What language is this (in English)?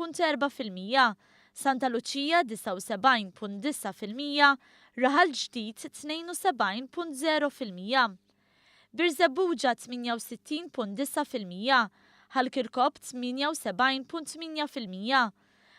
Maltese